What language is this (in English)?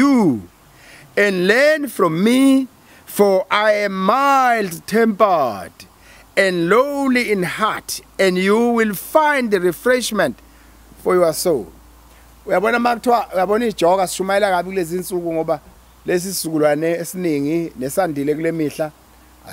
Zulu